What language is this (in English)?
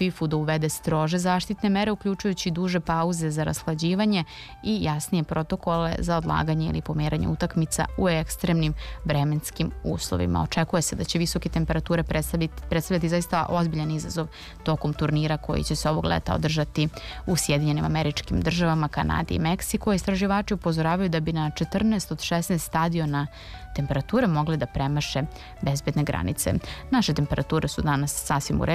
Serbian